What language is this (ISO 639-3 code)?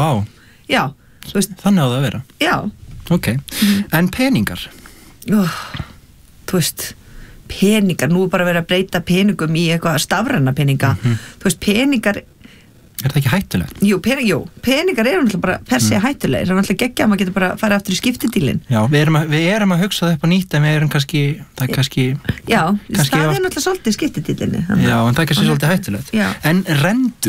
isl